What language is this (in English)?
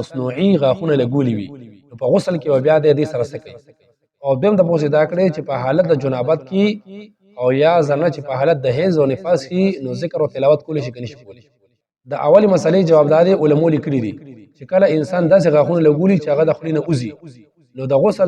Pashto